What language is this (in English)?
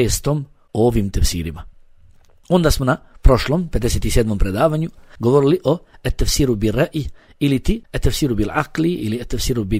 Bosnian